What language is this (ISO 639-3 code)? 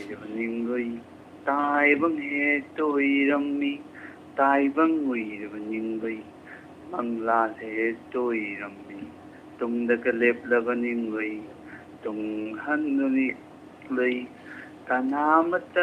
mni